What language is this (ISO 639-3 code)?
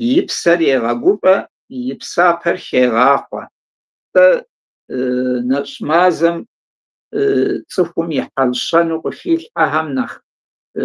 kbd